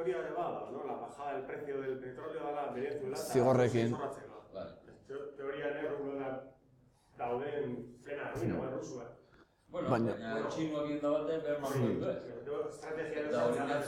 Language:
Basque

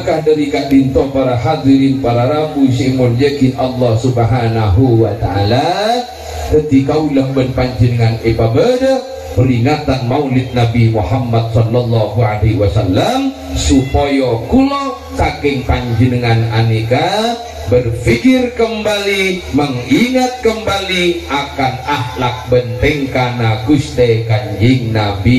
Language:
Madurese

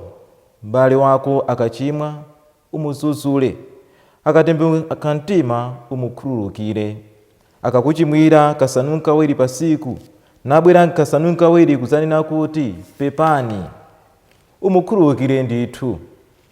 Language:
Nyanja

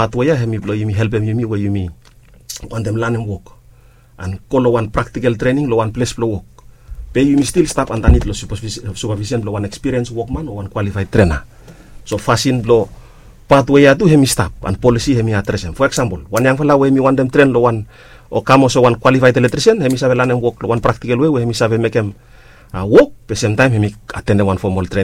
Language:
Bislama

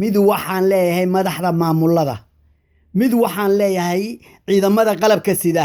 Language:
Somali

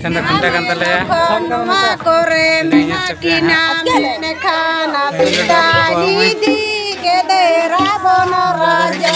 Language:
Santali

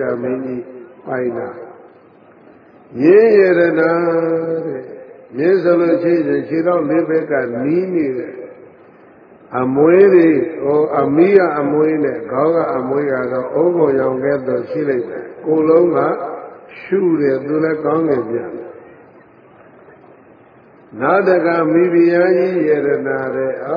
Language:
Burmese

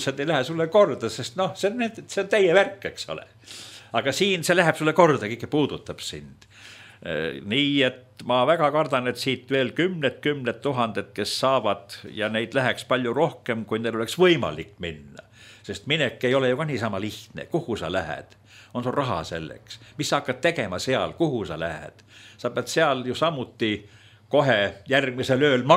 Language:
Estonian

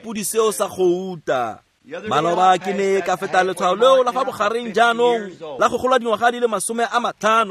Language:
Tswana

